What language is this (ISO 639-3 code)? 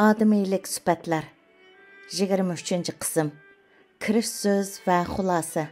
uig